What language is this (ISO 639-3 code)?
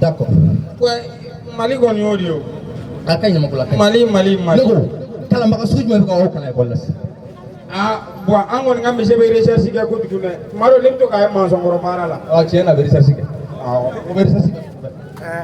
bam